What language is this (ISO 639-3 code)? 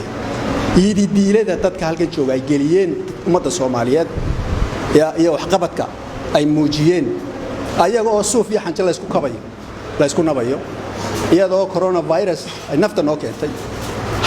som